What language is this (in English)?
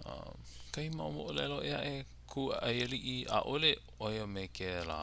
Hawaiian